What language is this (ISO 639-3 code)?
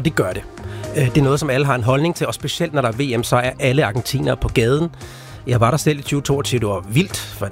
dan